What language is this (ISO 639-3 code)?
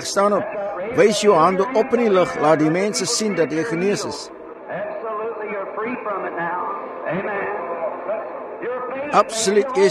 afr